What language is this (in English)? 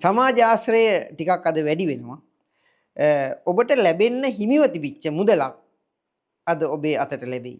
Sinhala